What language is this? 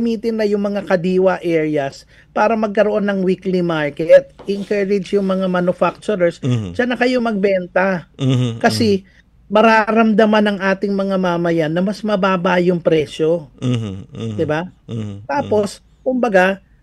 Filipino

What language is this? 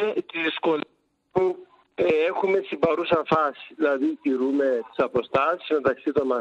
Greek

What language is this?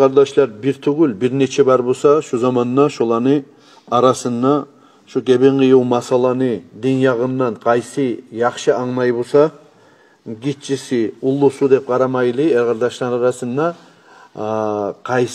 Kumyk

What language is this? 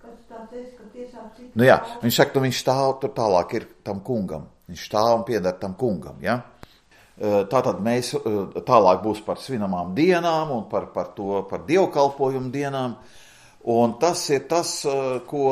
Latvian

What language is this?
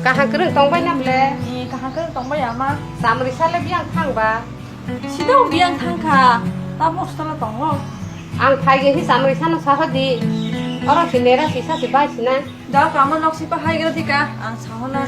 Kok Borok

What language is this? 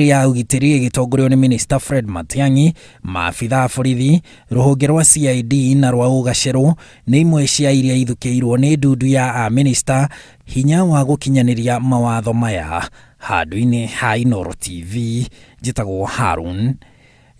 Kikuyu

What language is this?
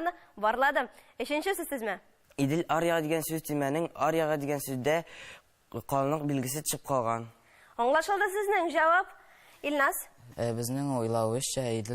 Tatar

